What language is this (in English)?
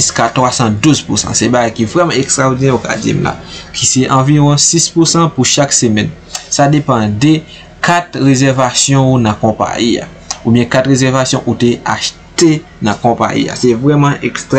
Haitian Creole